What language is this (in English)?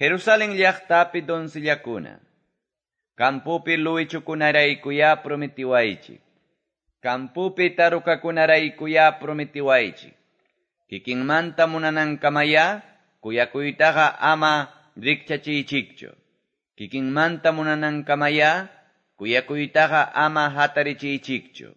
Quechua